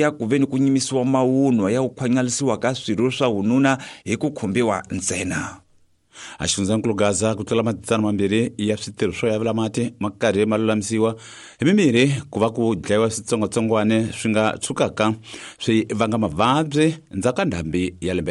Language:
Tsonga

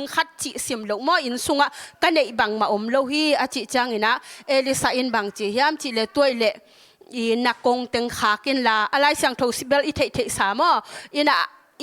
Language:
Tedim Chin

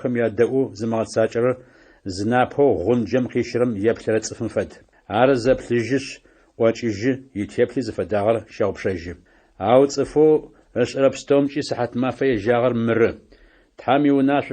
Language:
Adyghe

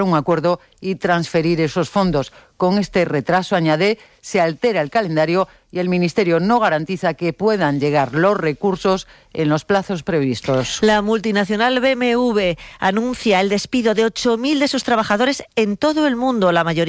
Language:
Spanish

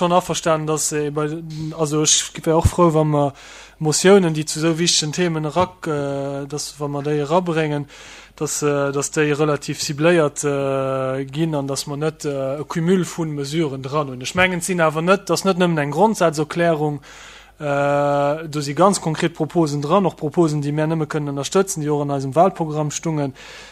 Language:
Luxembourgish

